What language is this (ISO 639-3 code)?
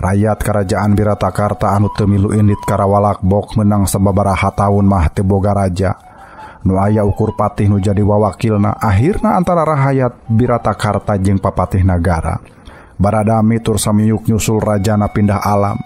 sun